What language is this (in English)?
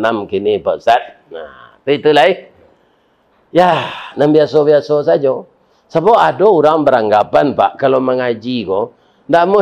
Minangkabau